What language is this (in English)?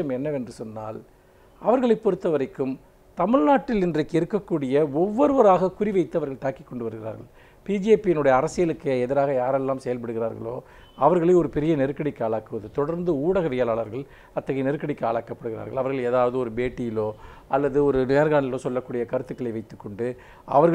Tamil